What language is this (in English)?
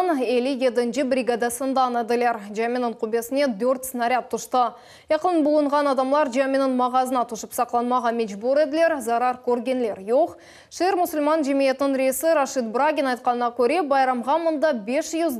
Crimean Tatar